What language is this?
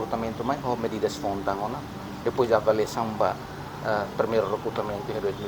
Tetum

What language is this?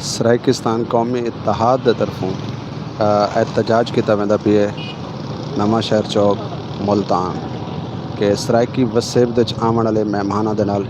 Saraiki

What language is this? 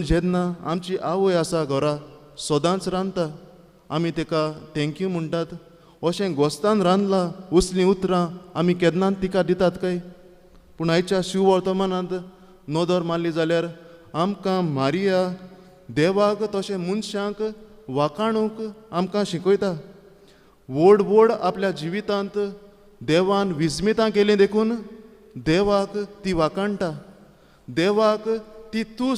Konkani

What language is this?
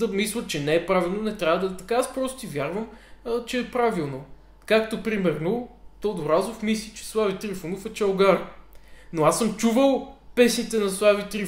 Bulgarian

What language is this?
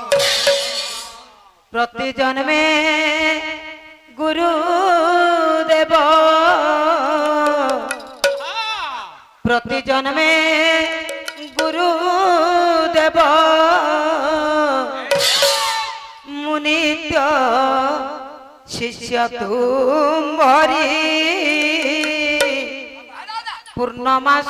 Hindi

